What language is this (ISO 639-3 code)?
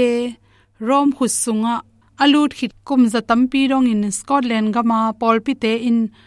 ctd